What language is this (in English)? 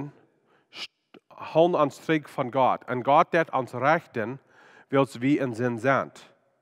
Plautdietsch